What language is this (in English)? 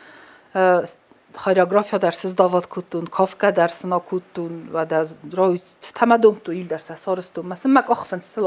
Ossetic